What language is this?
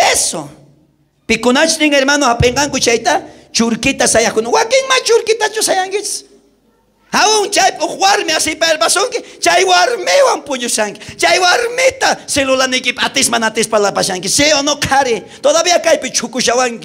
South Bolivian Quechua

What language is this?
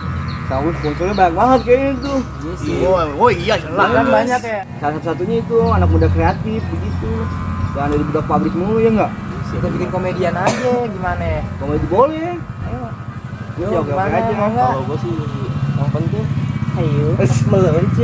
Betawi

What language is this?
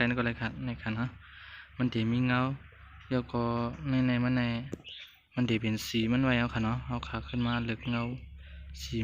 Shan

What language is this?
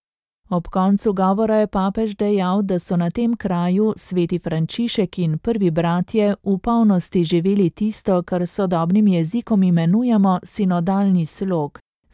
Slovenian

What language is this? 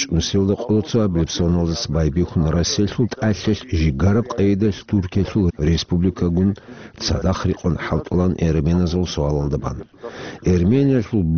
Avaric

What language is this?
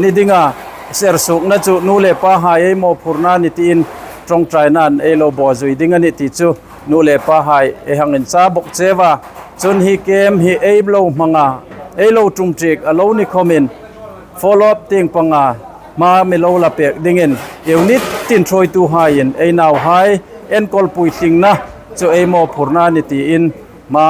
Hmar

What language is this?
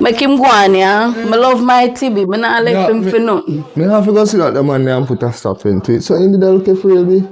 Jamaican Creole English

